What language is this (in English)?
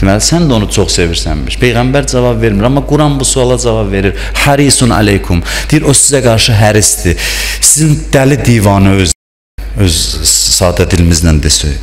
Azerbaijani